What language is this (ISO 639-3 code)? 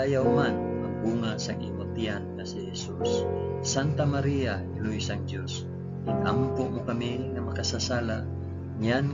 hil